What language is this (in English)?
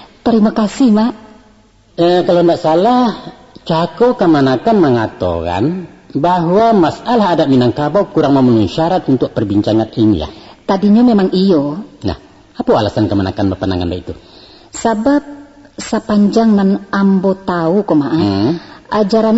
Minangkabau